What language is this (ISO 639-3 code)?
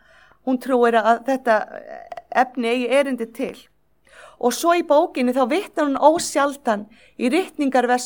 isl